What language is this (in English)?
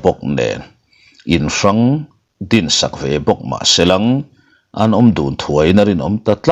Mizo